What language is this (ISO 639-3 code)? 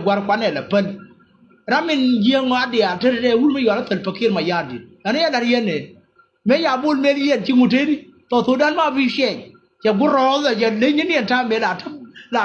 nus